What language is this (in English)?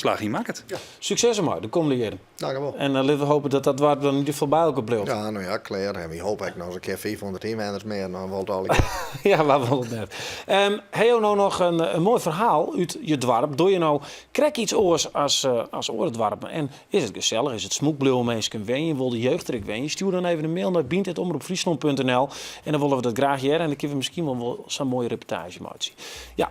Western Frisian